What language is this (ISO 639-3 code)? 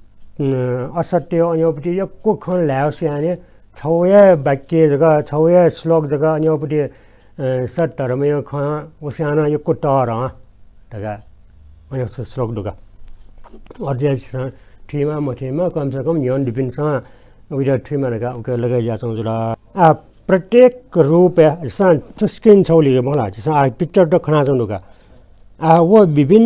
new